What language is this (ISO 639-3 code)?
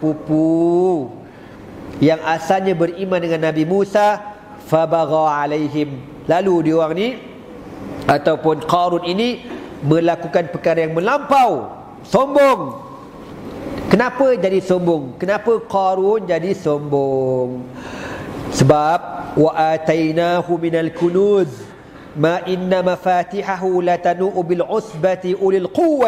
msa